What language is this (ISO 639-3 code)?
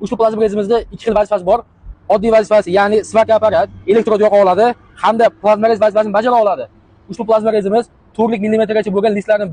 uzb